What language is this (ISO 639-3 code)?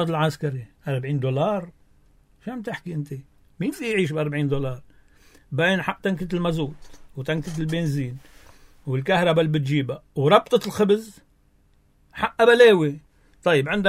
apc